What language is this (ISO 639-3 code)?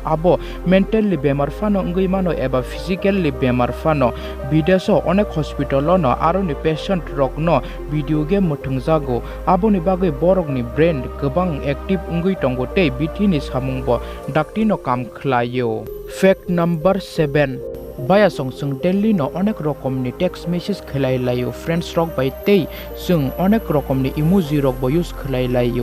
trp